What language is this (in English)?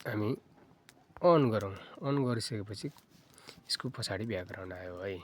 Nepali